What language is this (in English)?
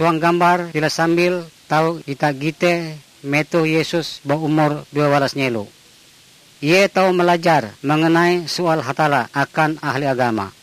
Ngaju